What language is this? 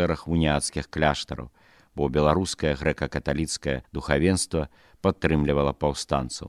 Belarusian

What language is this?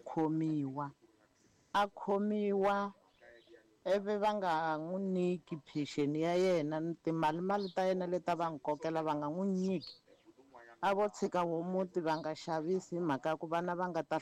Tsonga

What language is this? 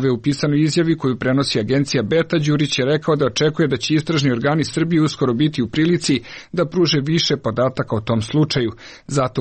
Serbian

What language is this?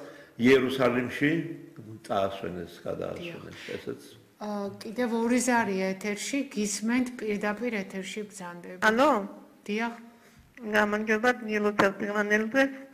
Georgian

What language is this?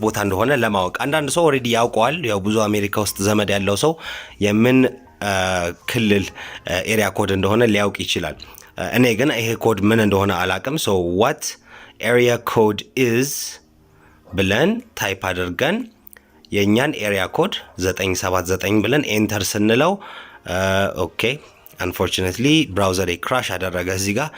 Amharic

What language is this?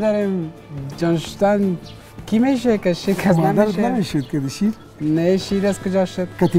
Persian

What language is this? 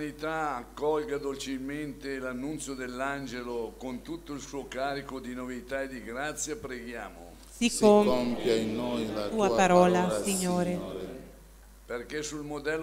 Italian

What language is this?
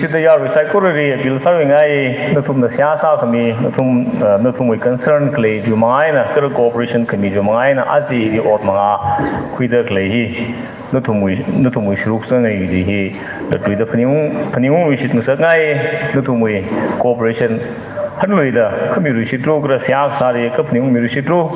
Tangkhul Naga (India)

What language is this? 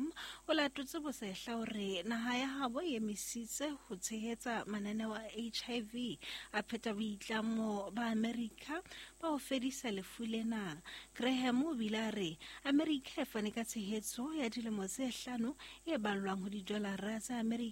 Southern Sotho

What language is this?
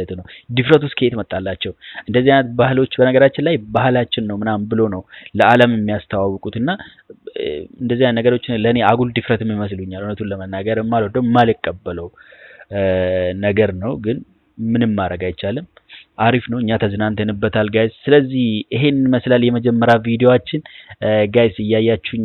Amharic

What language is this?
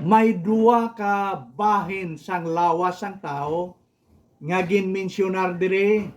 Hiligaynon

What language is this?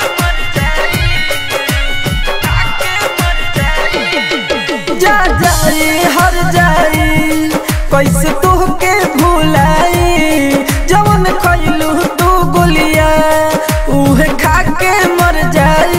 Bhojpuri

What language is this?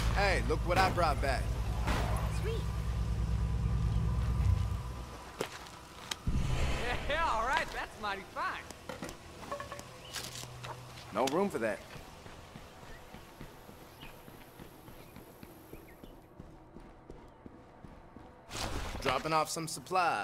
English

